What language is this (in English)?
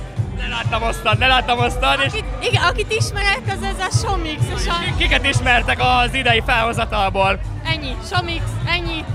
Hungarian